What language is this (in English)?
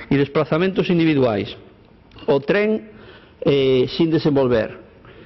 Galician